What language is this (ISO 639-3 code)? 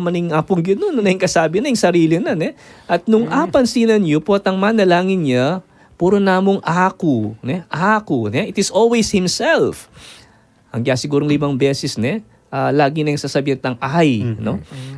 pam